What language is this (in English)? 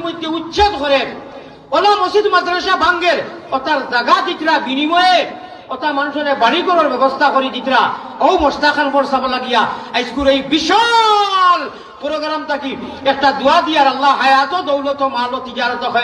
Sylheti